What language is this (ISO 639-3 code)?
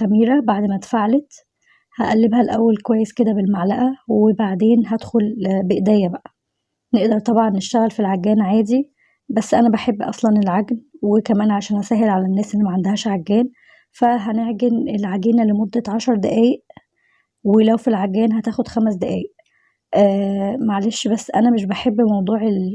arz